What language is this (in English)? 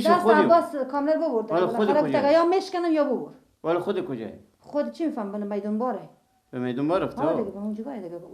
Persian